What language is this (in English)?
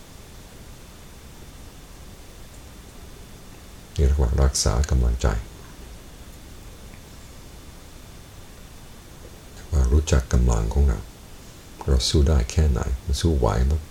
Thai